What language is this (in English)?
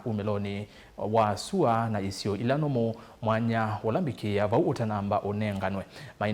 Kamba